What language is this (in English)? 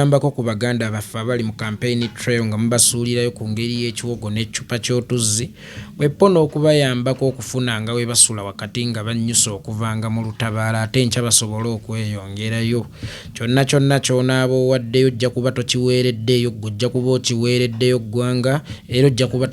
Ganda